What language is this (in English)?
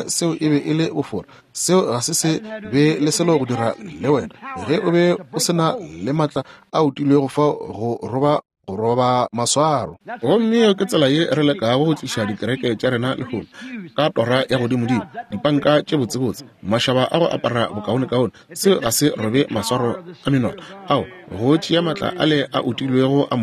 Northern Sotho